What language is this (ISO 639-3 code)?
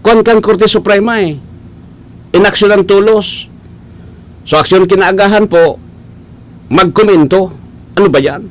bik